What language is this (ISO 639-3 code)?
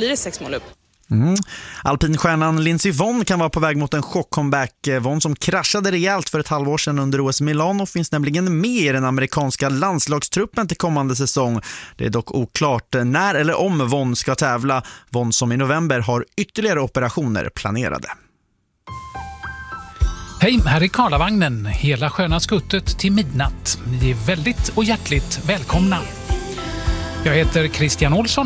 swe